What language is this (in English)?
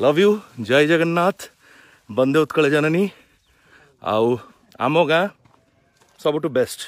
Odia